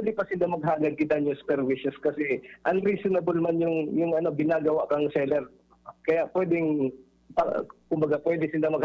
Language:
Bikol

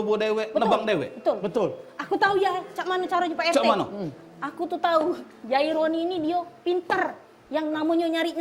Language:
Musi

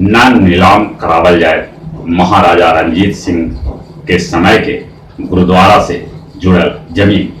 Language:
Magahi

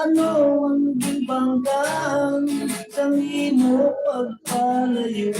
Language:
Hiligaynon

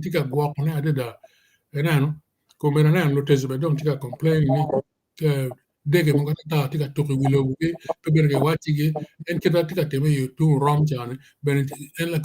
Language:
Acoli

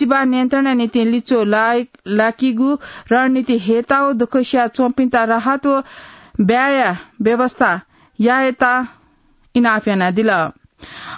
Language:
Newari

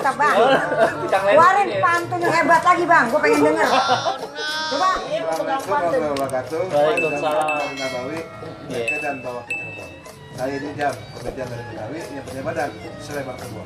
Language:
Betawi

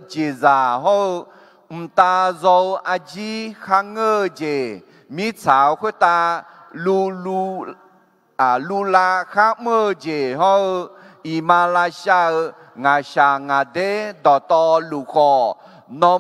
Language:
Akha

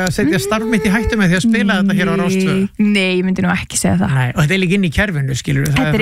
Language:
Icelandic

